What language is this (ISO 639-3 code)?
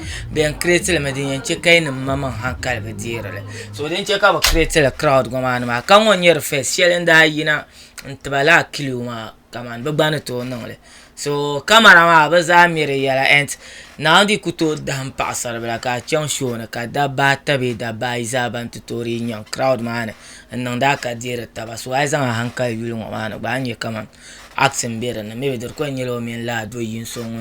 dag